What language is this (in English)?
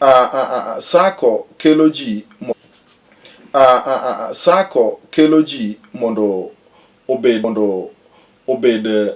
Luo (Kenya and Tanzania)